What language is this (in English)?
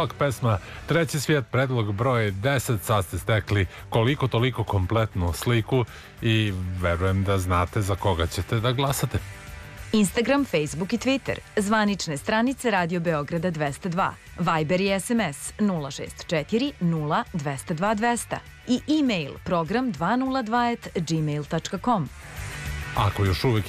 Serbian